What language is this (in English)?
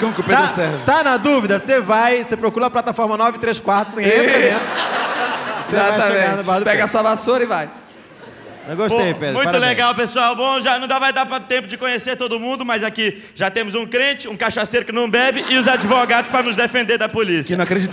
Portuguese